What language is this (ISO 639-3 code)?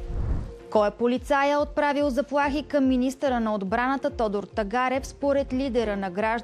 bul